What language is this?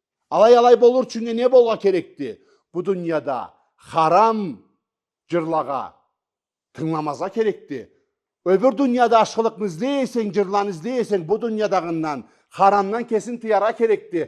Karachay-Balkar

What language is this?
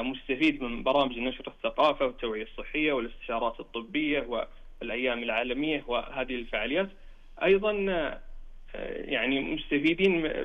Najdi Arabic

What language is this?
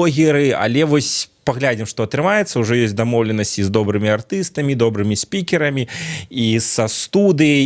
Belarusian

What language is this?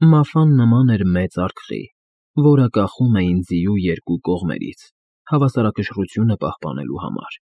Armenian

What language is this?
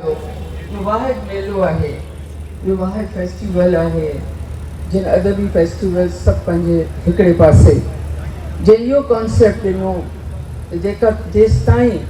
Sindhi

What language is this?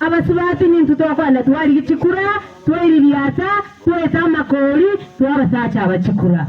Gusii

